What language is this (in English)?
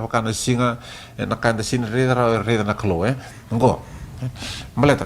Fijian